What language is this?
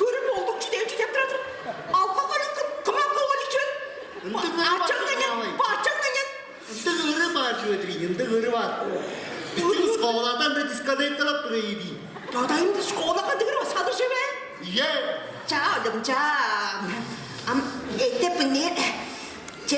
Tuvinian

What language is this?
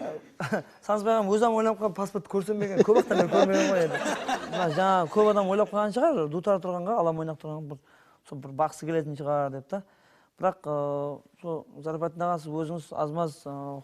Kara-Kalpak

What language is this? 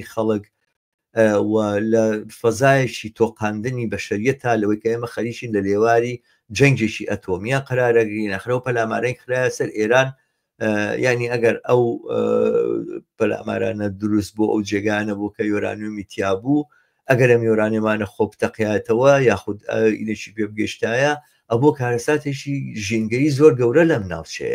Central Kurdish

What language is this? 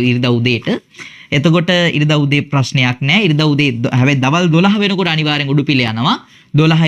Sinhala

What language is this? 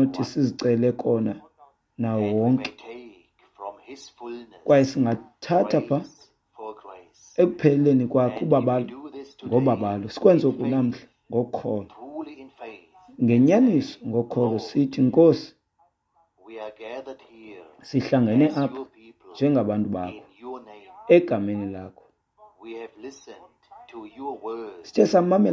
Xhosa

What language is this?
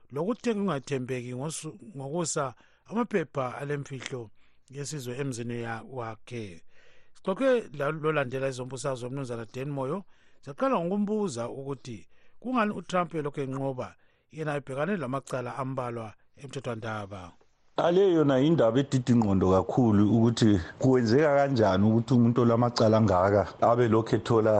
North Ndebele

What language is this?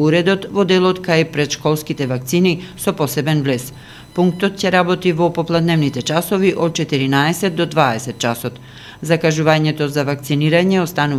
Macedonian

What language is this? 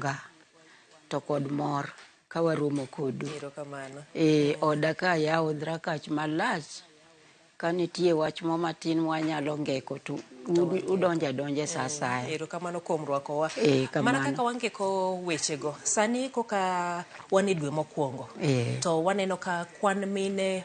Luo (Kenya and Tanzania)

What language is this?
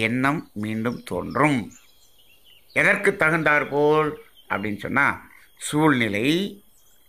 Tamil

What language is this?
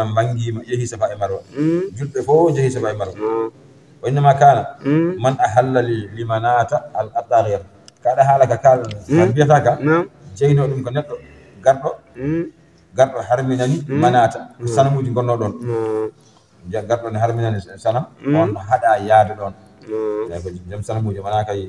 Fula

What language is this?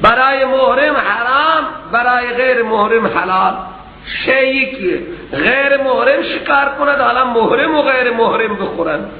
Persian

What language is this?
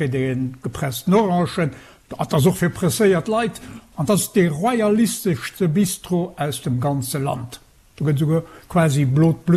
Luxembourgish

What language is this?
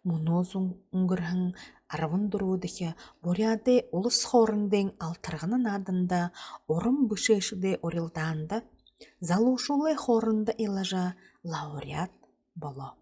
Buriat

